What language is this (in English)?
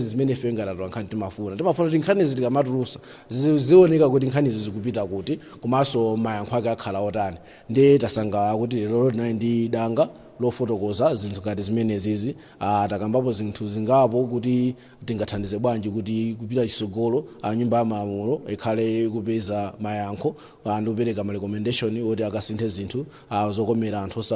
Nyanja